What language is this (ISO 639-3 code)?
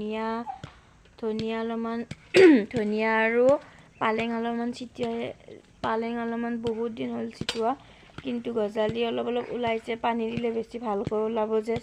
asm